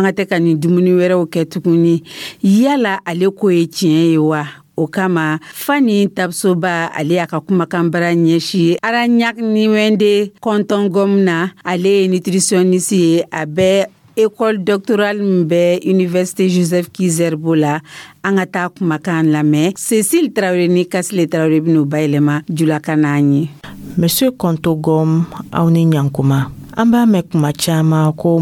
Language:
Dyula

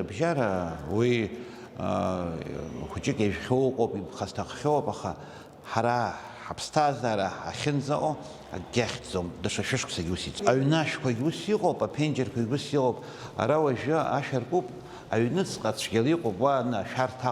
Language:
Abkhazian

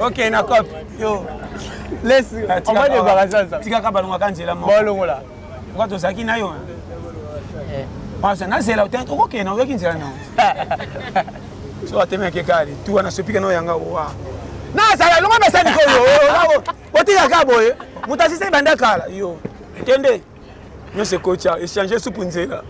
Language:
Lingala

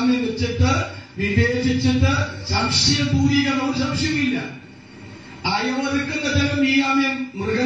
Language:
Malayalam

